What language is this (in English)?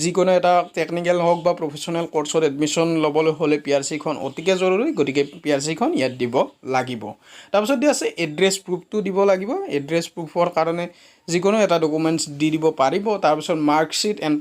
Assamese